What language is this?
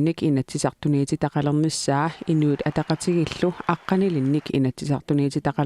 Kalaallisut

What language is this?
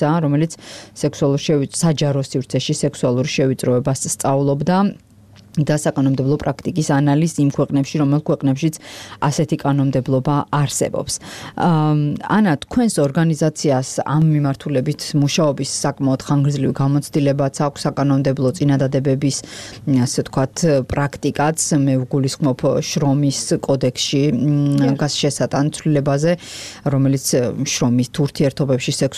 Georgian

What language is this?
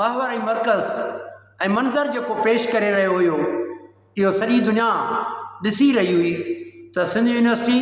Sindhi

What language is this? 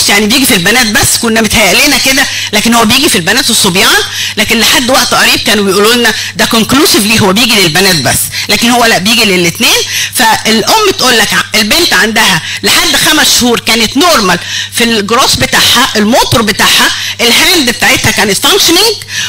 Egyptian Arabic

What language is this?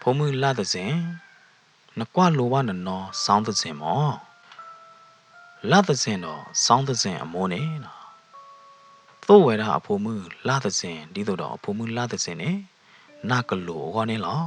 S'gaw Karen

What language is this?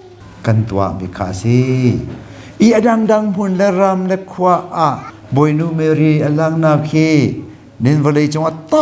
Hakha Chin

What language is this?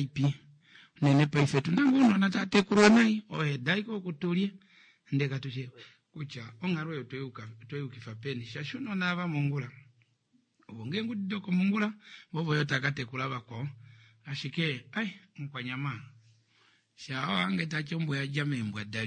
Kuanyama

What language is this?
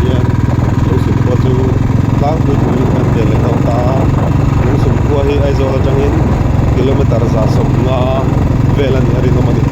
Mizo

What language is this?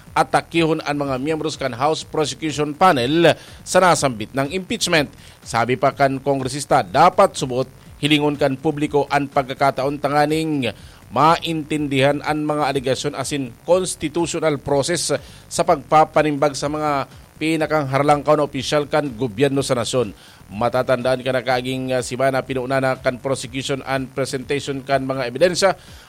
Bikol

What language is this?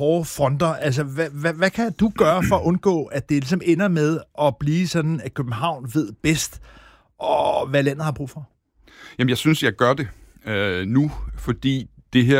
Danish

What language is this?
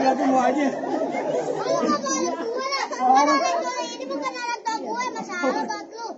Betawi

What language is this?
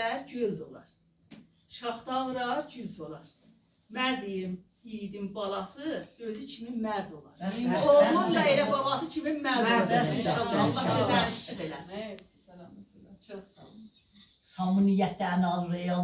South Azerbaijani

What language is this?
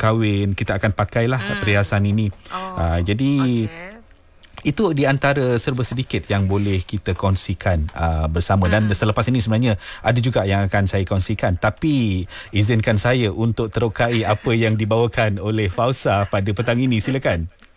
Malay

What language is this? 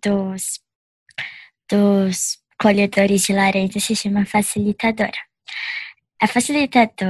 Portuguese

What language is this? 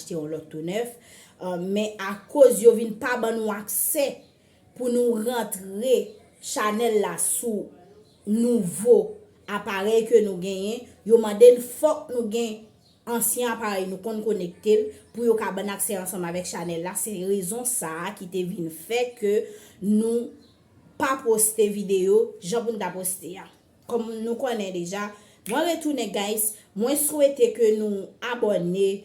Haitian Creole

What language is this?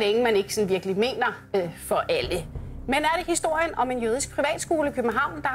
Danish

